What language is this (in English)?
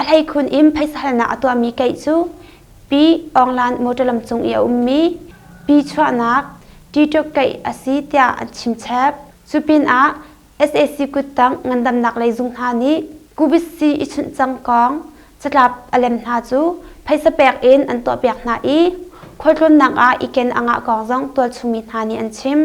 Hakha Chin